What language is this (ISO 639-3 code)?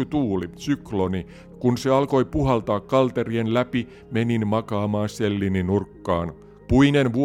fin